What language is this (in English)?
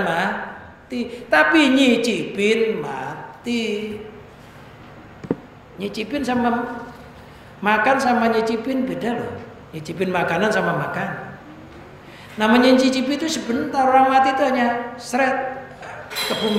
Indonesian